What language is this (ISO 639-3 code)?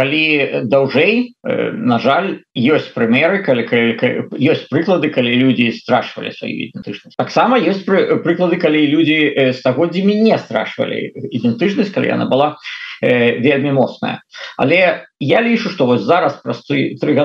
bel